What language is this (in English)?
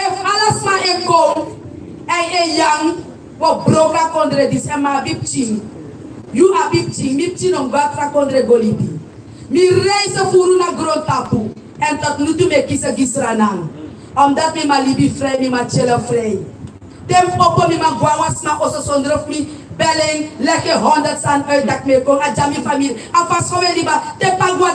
Sranan Tongo